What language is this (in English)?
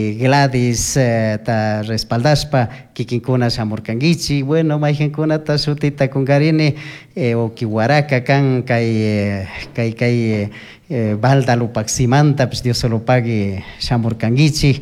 Chimborazo Highland Quichua